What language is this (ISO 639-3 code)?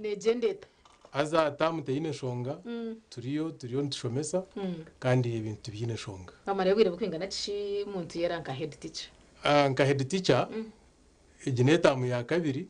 nyn